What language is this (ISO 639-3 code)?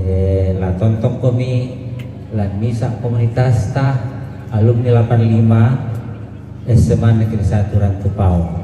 sda